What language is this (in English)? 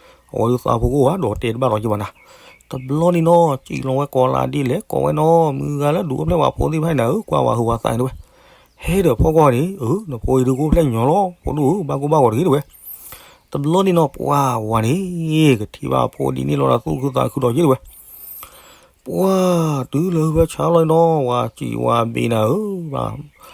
S'gaw Karen